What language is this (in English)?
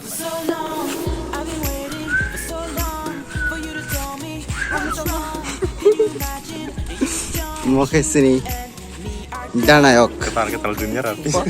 Kok Borok